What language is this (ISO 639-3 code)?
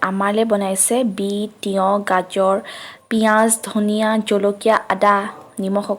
asm